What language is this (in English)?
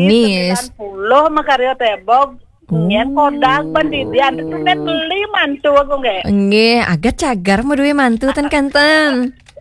Balinese